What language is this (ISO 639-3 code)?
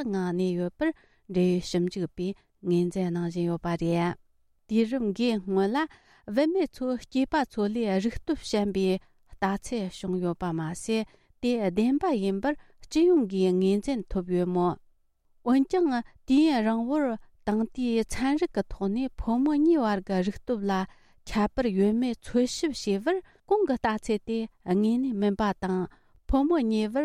bod